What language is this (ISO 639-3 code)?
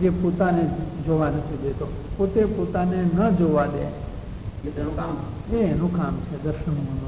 guj